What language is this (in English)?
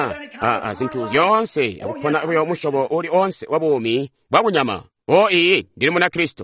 Tonga (Zambia)